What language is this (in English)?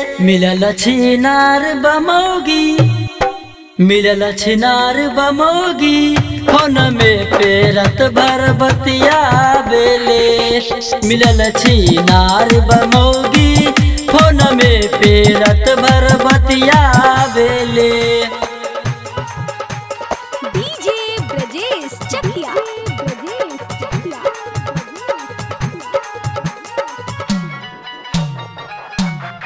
Bhojpuri